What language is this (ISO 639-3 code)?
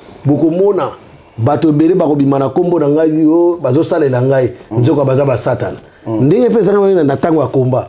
lin